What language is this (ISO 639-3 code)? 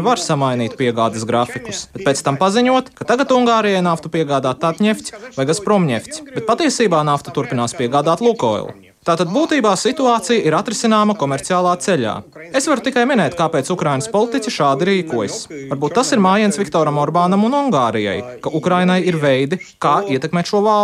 lav